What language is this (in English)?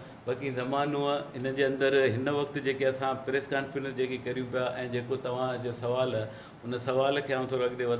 Sindhi